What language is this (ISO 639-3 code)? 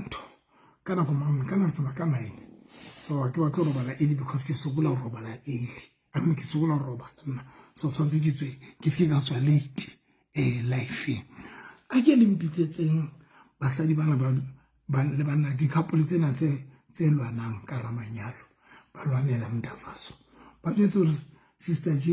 sot